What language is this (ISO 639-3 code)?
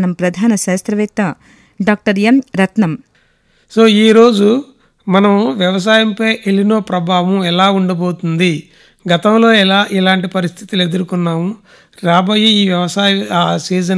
tel